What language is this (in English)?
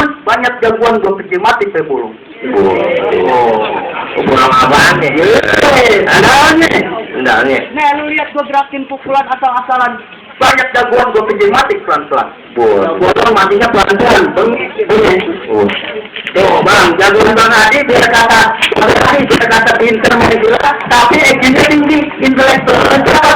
Betawi